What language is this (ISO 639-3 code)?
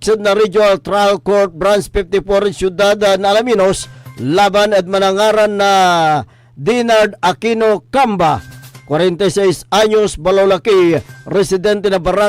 pag